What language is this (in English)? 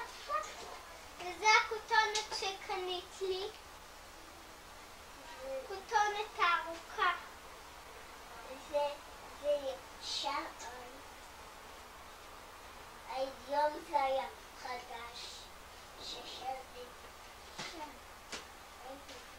Hebrew